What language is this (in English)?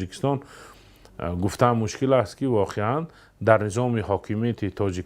Tajik